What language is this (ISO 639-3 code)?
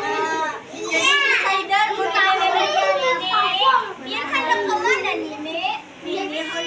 bjn